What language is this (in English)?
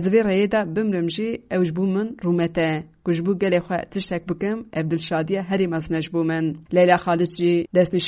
Kurdish